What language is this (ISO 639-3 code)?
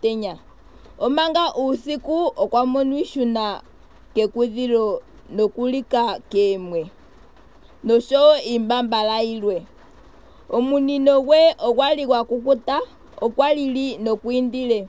ndo